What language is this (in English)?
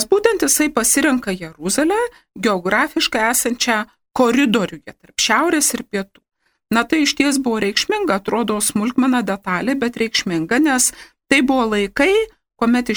Lithuanian